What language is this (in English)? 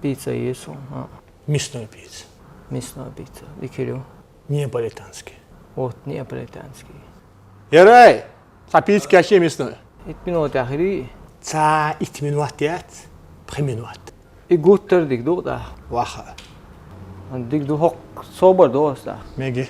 Chechen